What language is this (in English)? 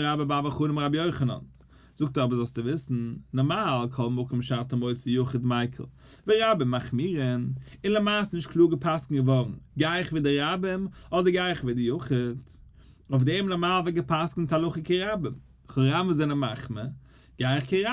Yiddish